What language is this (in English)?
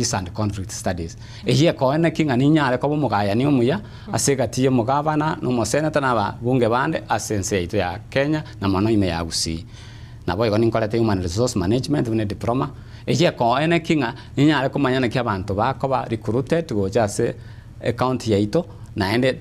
Gusii